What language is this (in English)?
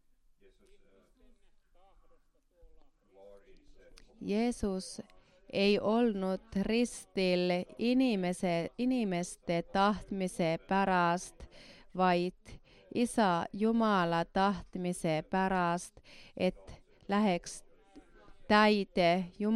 Estonian